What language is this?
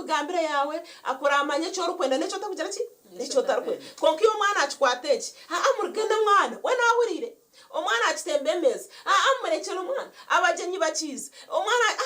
Nyankole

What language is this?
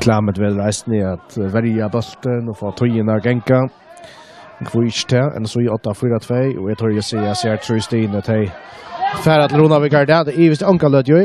Faroese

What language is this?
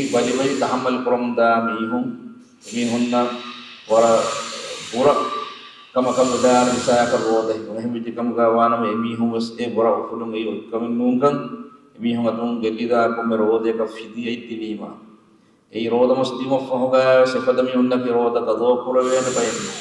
Divehi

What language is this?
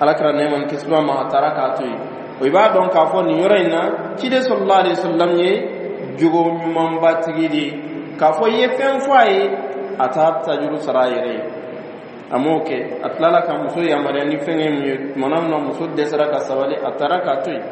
Dyula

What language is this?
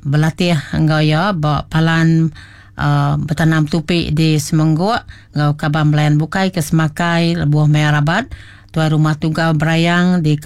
Iban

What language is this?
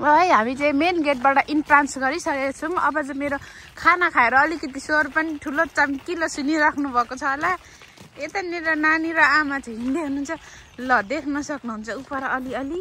Nepali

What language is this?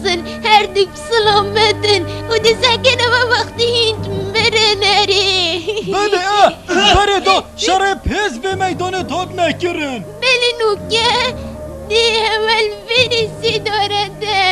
Kurdish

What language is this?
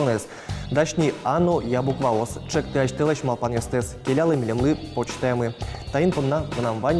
Udmurt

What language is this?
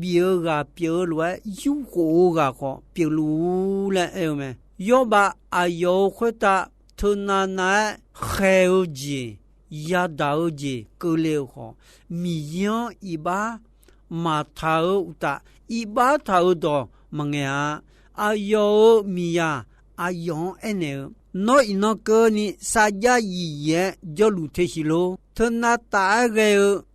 Akha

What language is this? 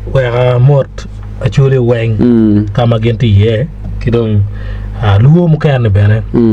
Acoli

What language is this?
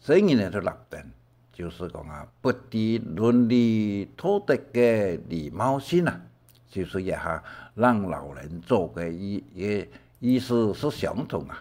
Hakka Chinese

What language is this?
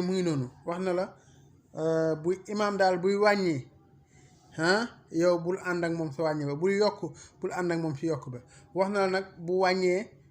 Wolof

